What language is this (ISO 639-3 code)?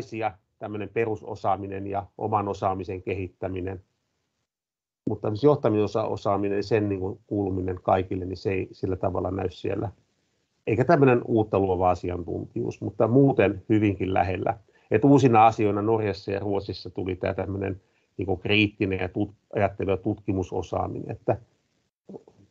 fin